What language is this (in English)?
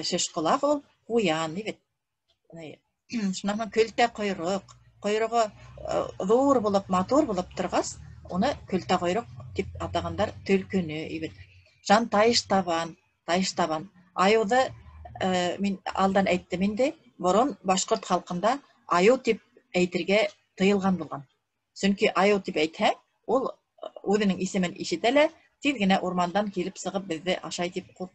Bashkir